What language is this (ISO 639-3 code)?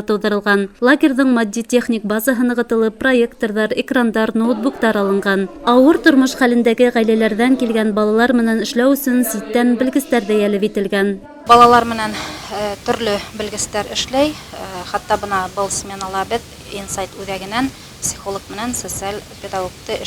bak